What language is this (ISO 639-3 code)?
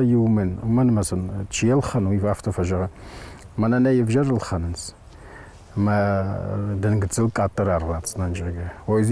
oss